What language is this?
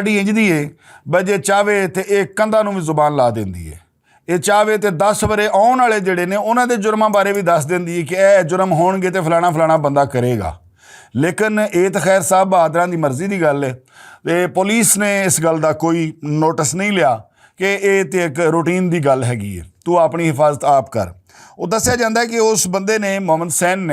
Western Panjabi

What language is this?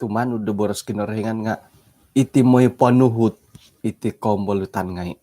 Central Dusun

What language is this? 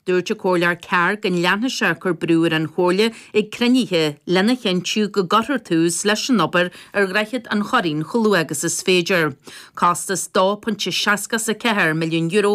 Irish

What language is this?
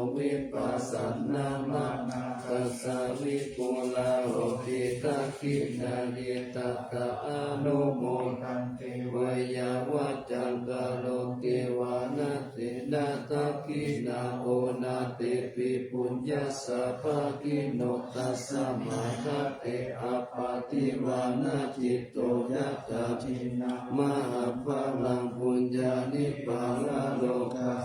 Pali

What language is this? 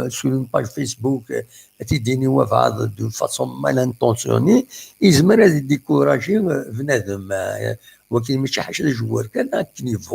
Kabyle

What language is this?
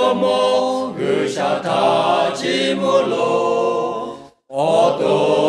Lahu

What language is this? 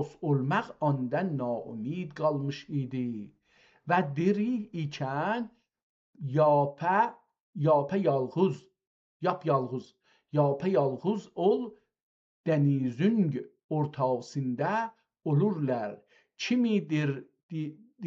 South Azerbaijani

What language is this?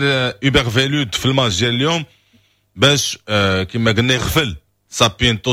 Moroccan Arabic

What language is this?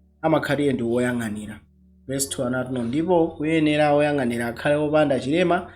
Nyanja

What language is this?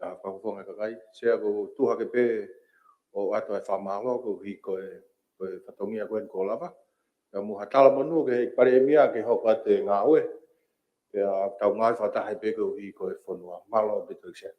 Tongan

